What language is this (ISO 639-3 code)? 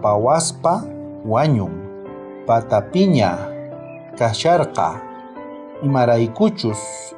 quh